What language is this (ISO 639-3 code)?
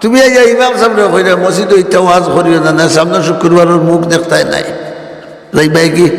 syl